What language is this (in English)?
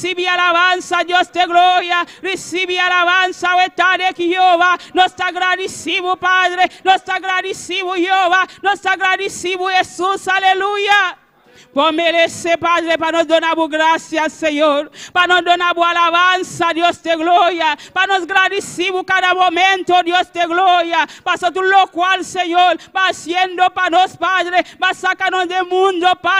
Papiamento